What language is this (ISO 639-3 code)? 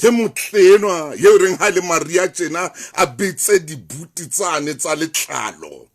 sot